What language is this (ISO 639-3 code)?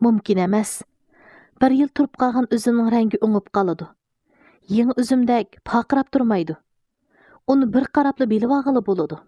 uig